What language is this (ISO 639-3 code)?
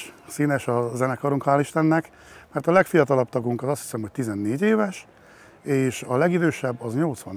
hun